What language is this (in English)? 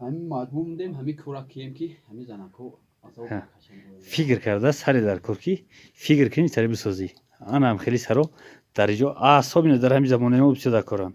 Tajik